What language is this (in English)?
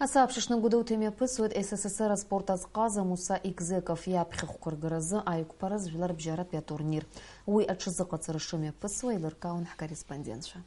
Abkhazian